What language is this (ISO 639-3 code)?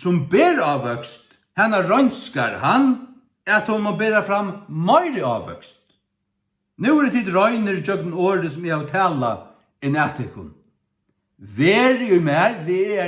fao